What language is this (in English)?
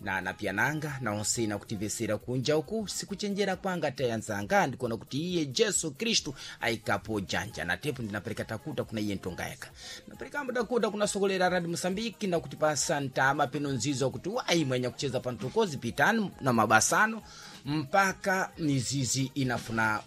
Sena